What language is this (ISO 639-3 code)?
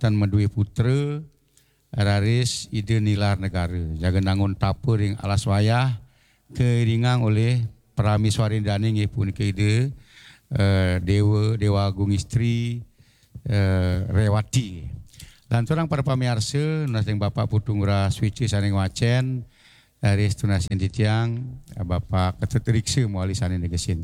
ban